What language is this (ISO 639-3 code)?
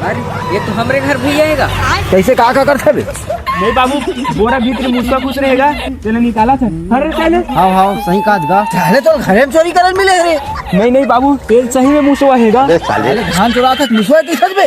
hne